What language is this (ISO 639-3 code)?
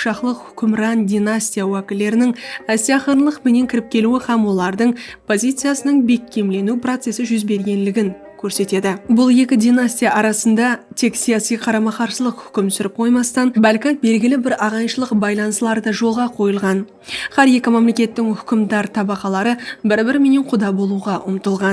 kaa